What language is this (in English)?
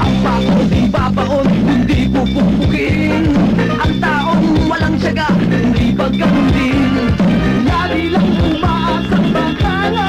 Bikol